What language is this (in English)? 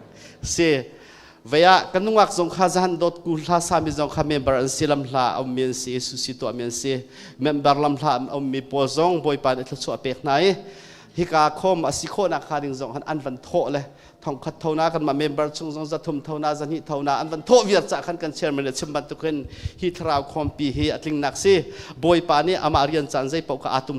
Hakha Chin